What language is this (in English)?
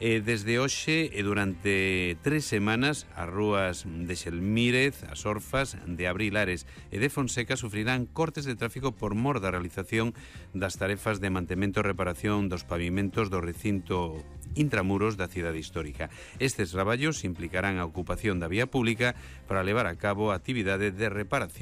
Galician